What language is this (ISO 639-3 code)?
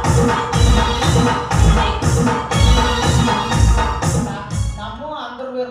kan